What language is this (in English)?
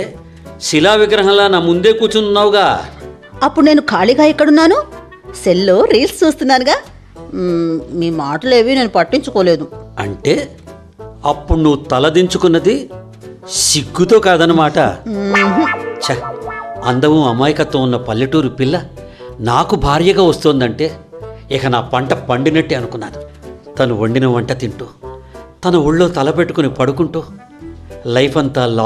Telugu